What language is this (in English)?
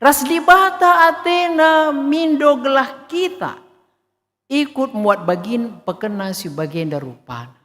Batak Karo